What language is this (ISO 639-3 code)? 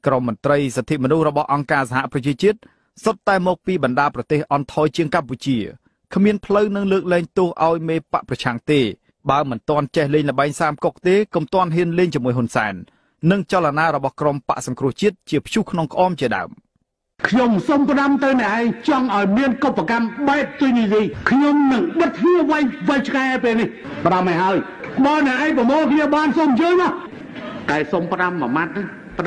khm